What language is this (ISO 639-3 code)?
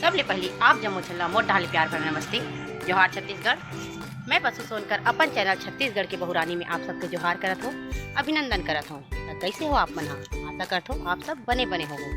hne